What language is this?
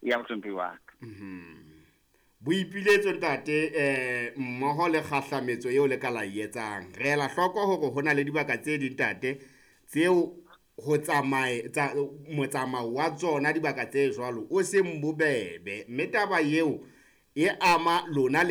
Southern Sotho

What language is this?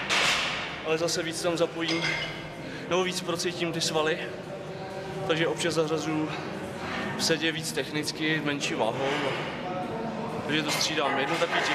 Czech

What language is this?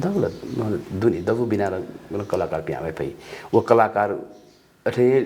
Newari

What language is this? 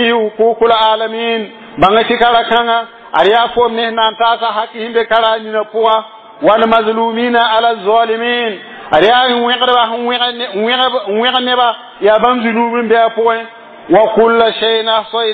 Mossi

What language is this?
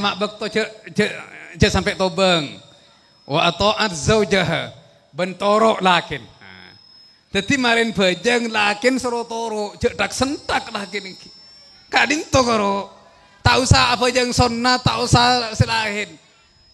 Madurese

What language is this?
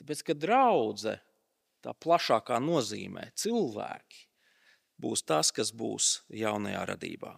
Latvian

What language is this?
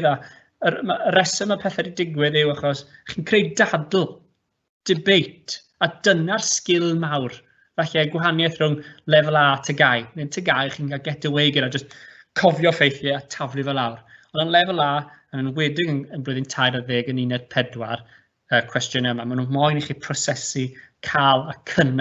Welsh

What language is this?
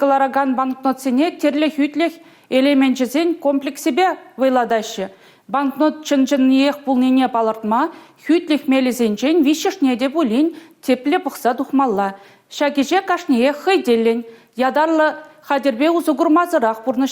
Chuvash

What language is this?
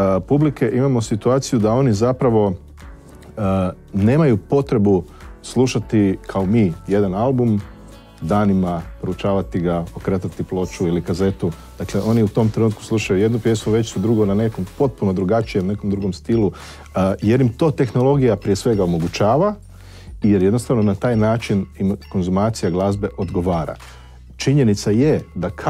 Croatian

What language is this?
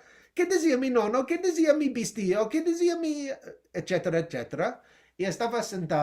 Ladino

